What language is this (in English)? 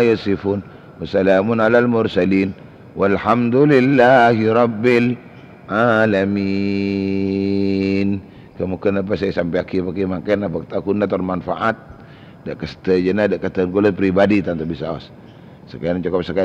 Madurese